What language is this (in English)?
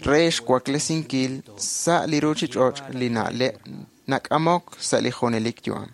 Kekchí